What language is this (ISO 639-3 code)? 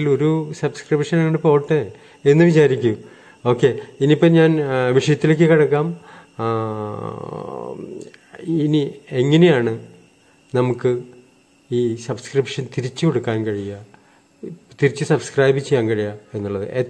mal